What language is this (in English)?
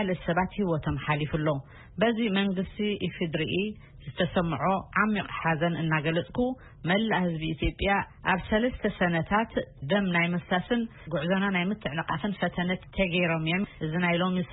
Tigrinya